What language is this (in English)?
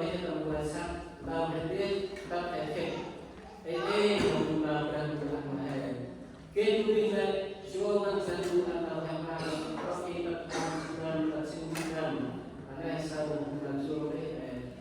Central Mnong